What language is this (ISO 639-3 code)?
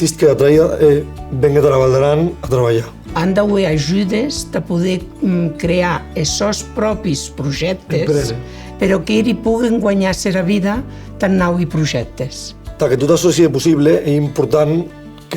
oci